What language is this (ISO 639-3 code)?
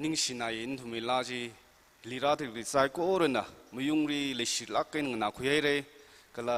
nmf